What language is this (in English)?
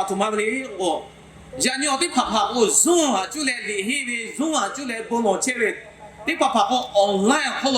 Lahu